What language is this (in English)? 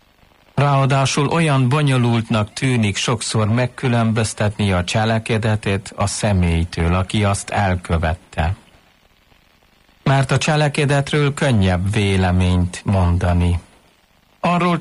Hungarian